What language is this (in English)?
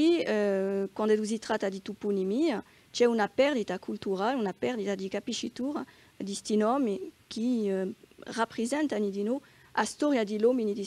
Corsican